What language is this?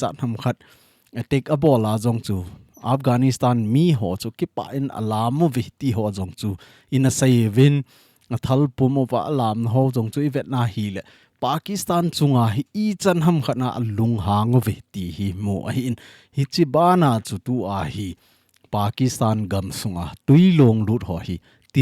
Thado Chin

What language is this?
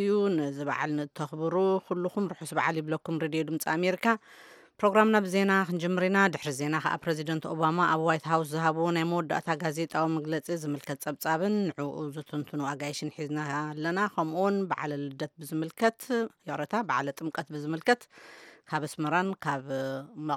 Tigrinya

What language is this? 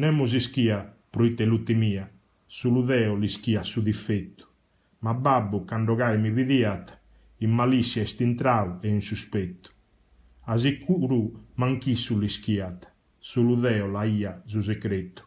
Sardinian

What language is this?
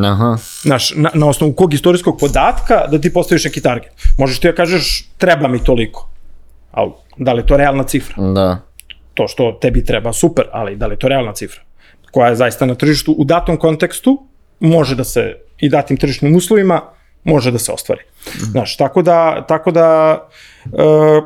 Serbian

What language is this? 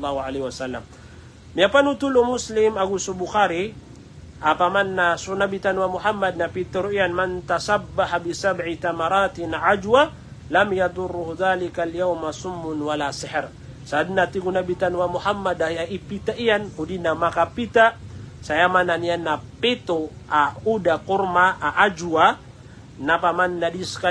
Maranao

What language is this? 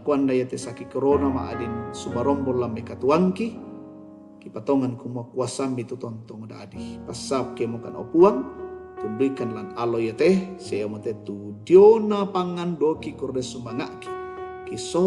Toraja-Sa'dan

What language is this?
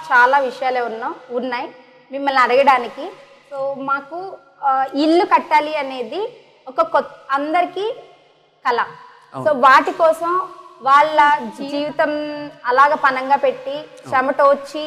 Telugu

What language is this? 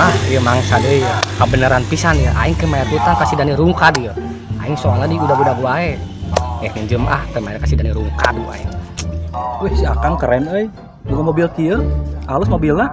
Sundanese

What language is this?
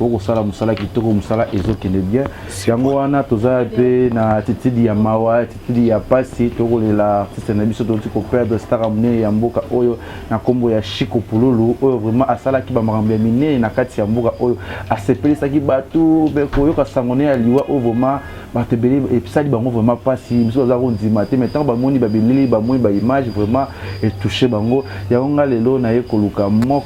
Lingala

